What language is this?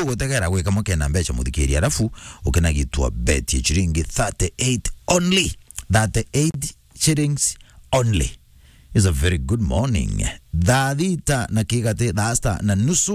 Meru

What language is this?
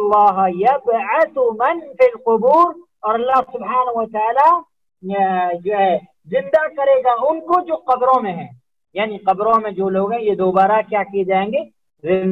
Urdu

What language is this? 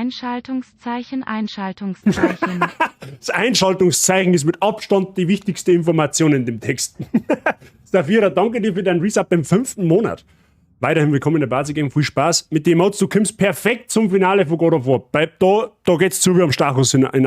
Bavarian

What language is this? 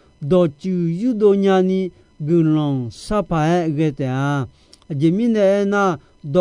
Akha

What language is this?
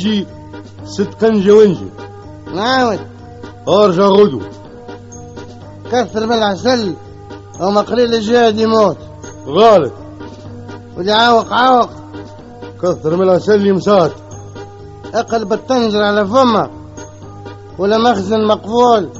Tunisian Arabic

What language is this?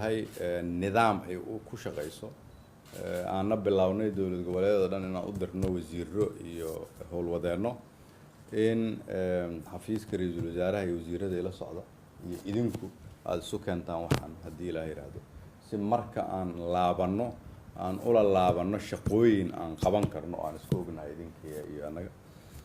Somali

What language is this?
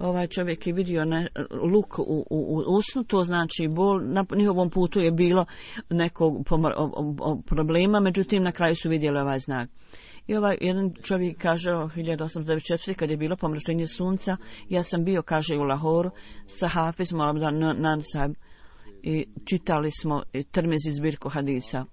Bosnian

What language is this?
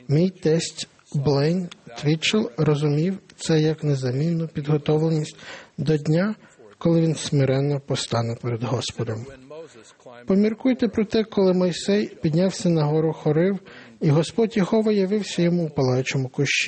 Ukrainian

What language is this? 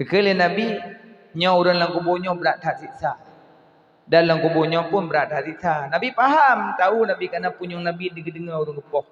Achinese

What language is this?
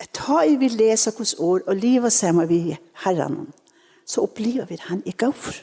Faroese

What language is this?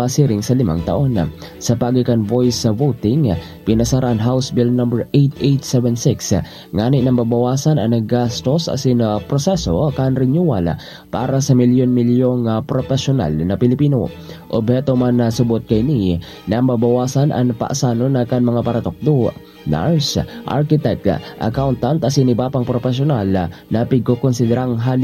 Bikol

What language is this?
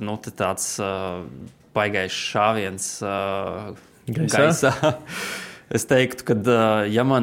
Latvian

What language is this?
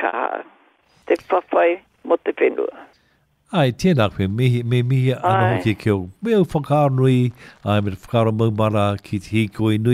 Māori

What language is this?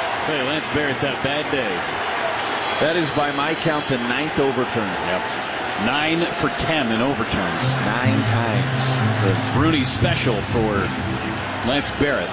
English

